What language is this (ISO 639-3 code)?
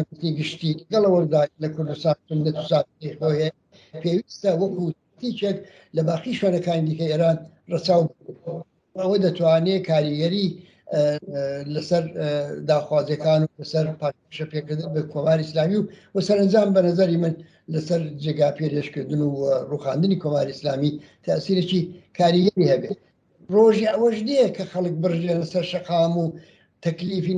ckb